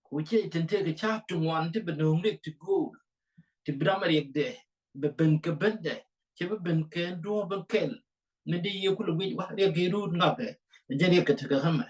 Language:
Nuer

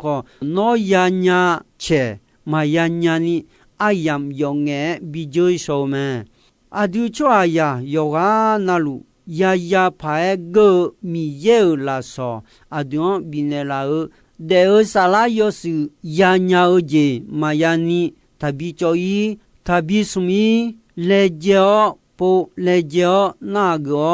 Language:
Akha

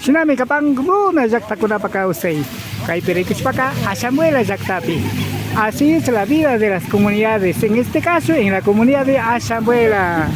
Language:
Imbabura Highland Quichua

